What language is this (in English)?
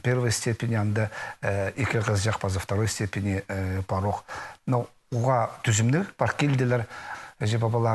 Khakas